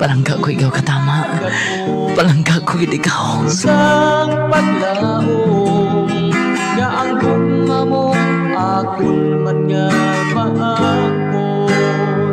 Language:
Hiligaynon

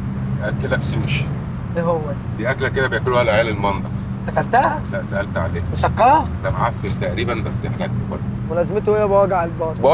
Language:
Egyptian Arabic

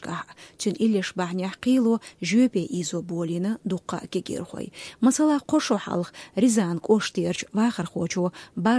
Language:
Chechen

